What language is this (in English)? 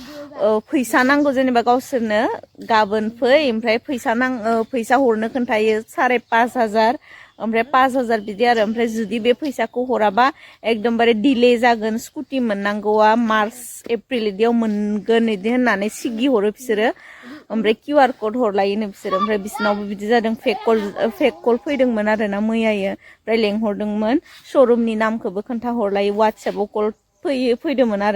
Bodo